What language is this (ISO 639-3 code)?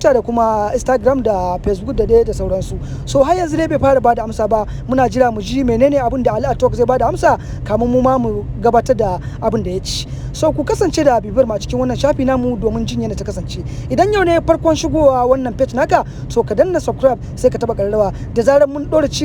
hau